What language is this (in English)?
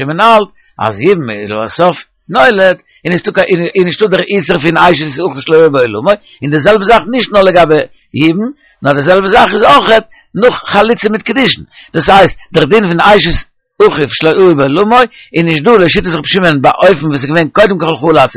Yiddish